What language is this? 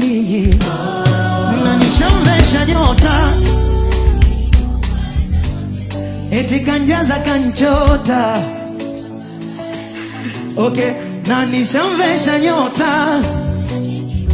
Swahili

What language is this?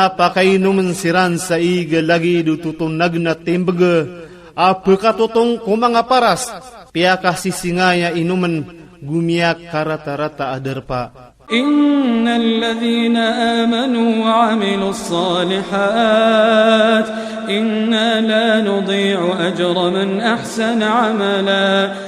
Iranun (Philippines)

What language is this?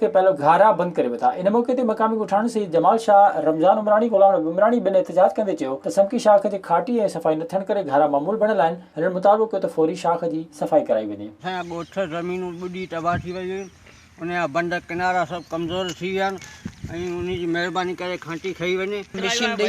Sindhi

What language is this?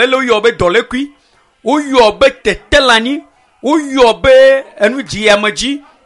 Ewe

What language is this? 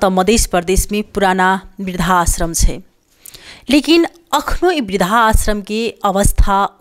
Maithili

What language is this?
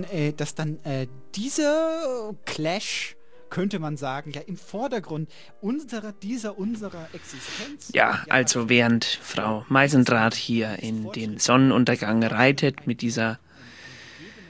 German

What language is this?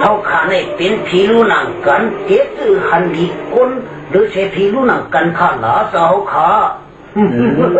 Shan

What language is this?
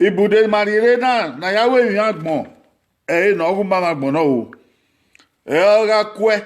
Bini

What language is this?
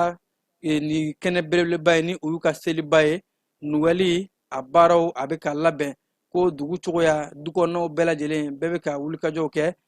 Bambara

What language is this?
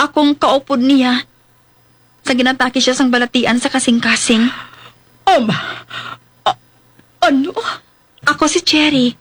Hiligaynon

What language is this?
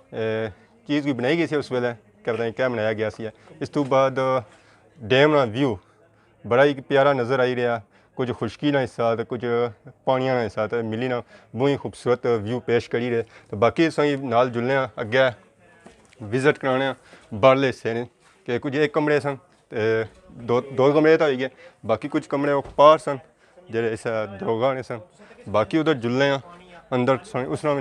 Pahari-Potwari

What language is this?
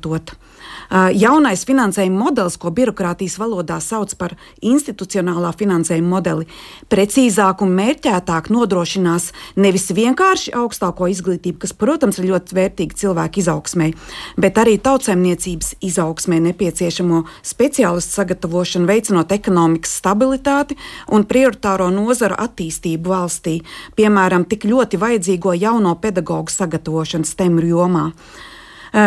Latvian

